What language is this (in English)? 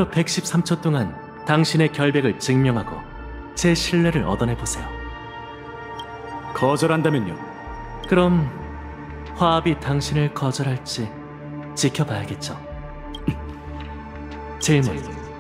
Korean